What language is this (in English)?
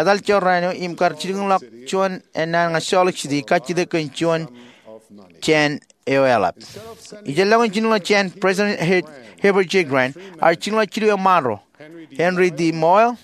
Marshallese